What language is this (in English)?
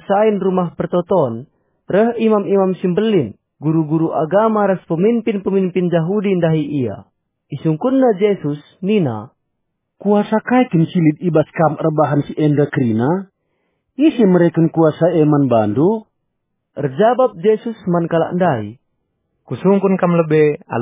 Batak Karo